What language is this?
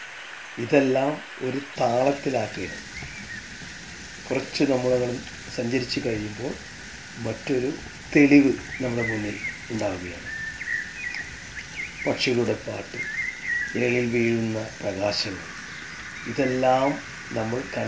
Malayalam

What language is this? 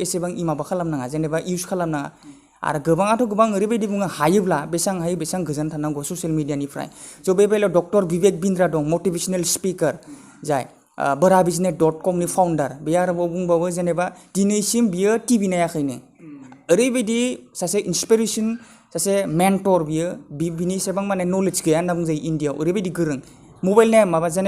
Bodo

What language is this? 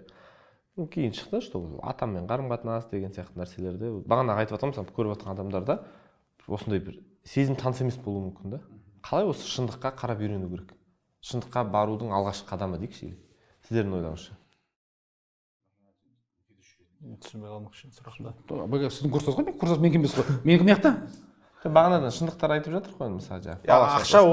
Kazakh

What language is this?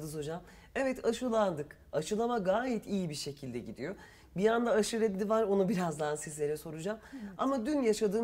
Turkish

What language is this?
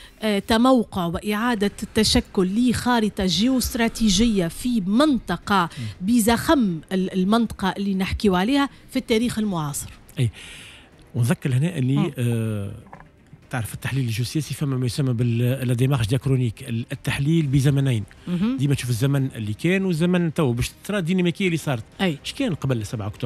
Tunisian Arabic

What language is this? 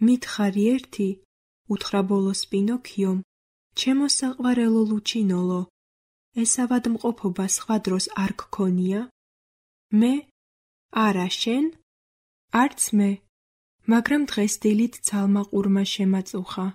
Georgian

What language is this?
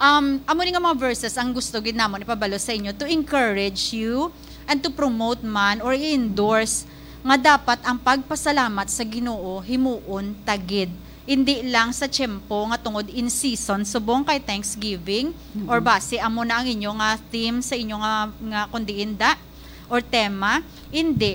Hiligaynon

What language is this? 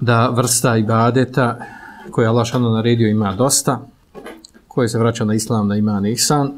Bosnian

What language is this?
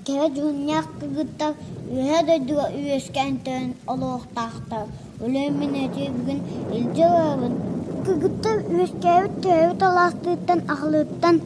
Yakut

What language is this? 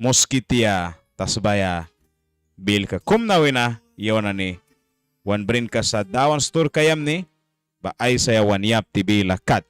Mískito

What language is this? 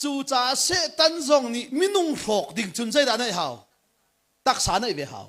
Hakha Chin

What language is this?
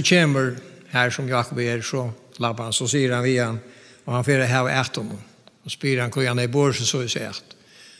Faroese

